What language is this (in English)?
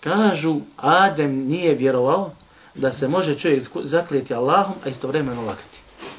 Bosnian